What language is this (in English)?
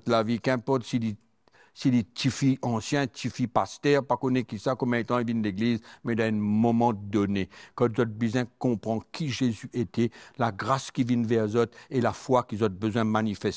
Morisyen